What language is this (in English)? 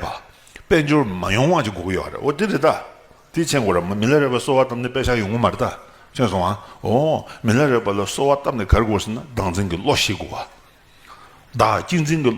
Tibetan